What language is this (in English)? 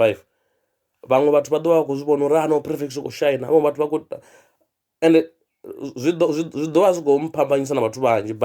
Venda